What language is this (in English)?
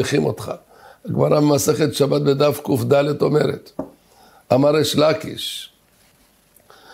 Hebrew